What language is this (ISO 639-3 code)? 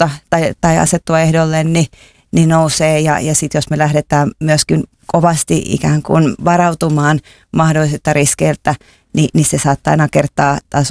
fin